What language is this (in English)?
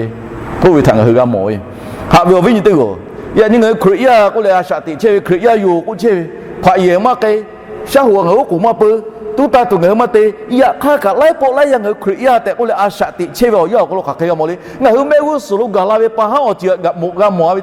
Lahu